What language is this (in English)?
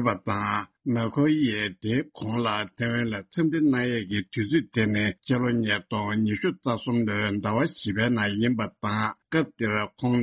Tibetan